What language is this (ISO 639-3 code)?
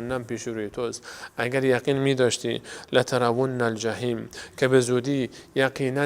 fas